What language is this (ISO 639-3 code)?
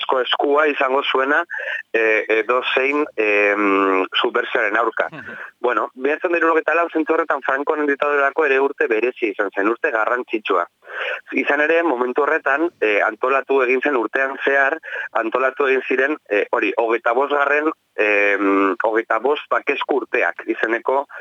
eus